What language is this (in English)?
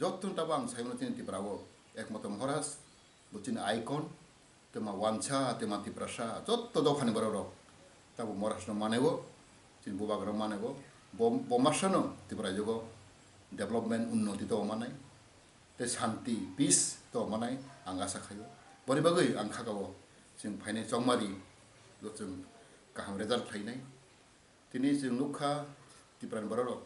Kok Borok